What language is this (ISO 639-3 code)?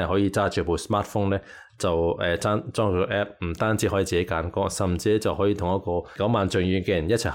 yue